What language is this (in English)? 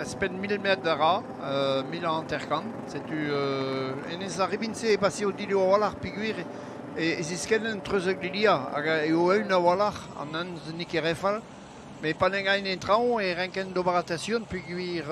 Breton